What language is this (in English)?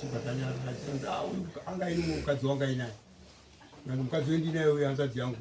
Shona